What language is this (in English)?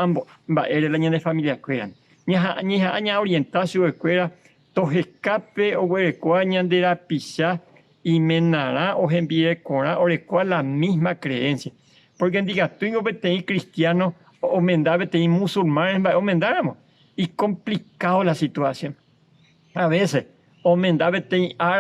Guarani